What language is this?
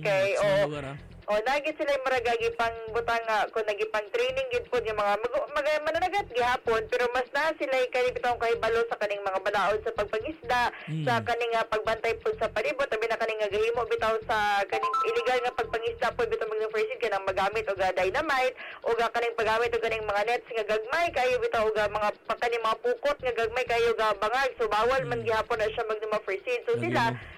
Cebuano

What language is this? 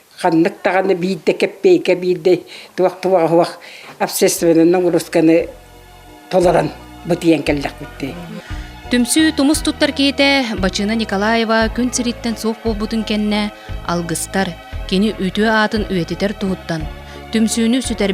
Yakut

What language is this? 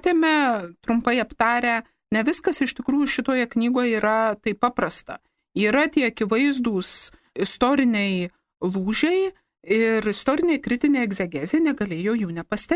Lithuanian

